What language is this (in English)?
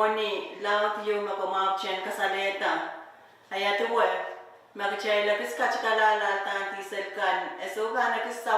Pohnpeian